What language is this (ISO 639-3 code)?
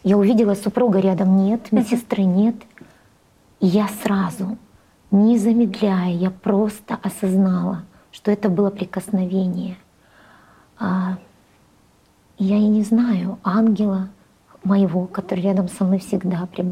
rus